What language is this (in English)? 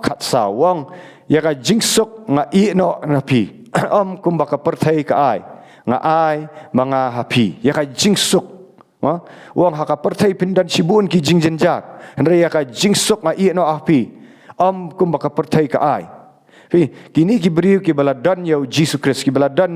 Khasi